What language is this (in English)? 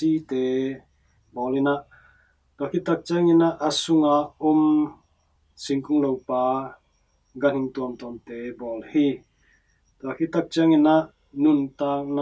Tedim Chin